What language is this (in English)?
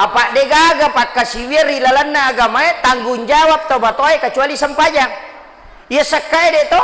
Buginese